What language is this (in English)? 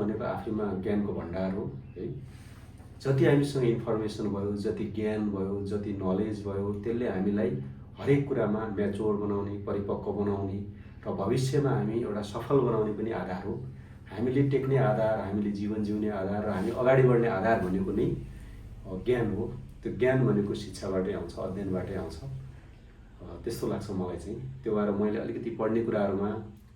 Nepali